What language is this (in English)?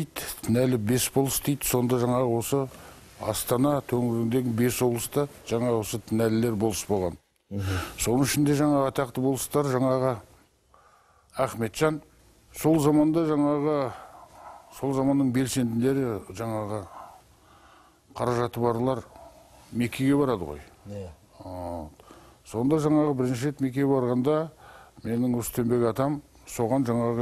Kazakh